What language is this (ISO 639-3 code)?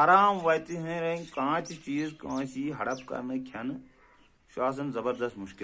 kas